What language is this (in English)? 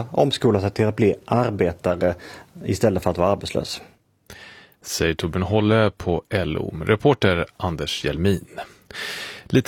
Swedish